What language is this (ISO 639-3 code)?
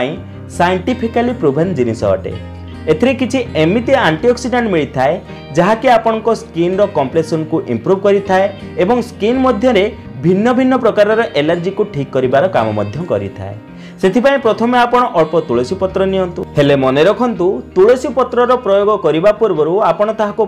ori